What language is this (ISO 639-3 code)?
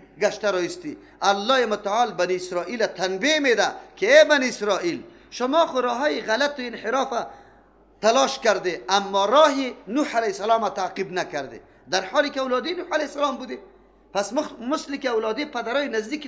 fas